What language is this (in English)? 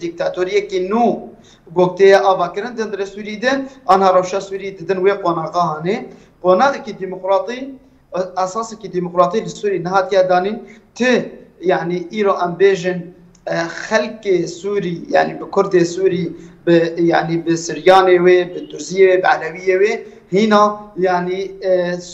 Kurdish